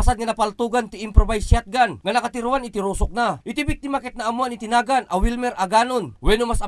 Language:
Iloko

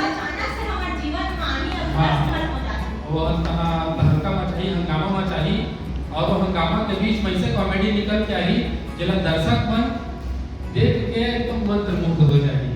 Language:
Chhattisgarhi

